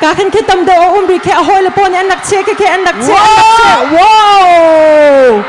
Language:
Hakha Chin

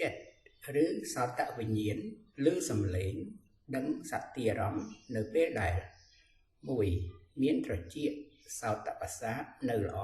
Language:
Khmer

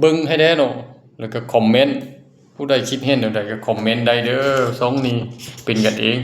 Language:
Lao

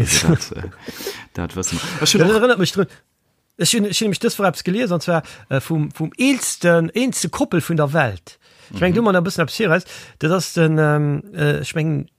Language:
Luxembourgish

